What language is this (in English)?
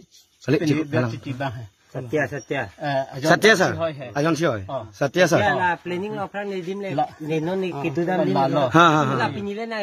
Karbi